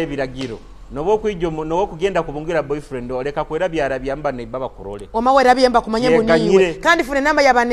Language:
Tooro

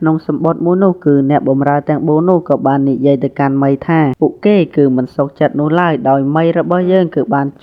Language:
Khmer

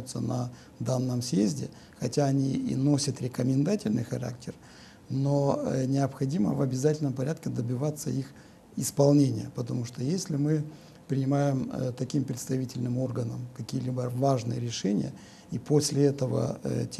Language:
Russian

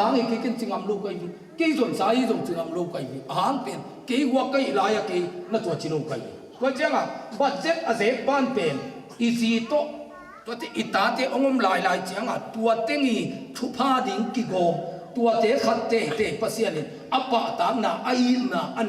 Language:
Tedim Chin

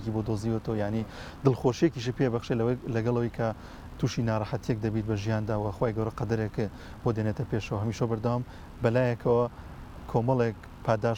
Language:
Central Kurdish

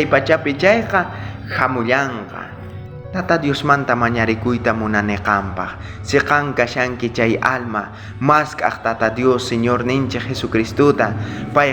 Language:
South Bolivian Quechua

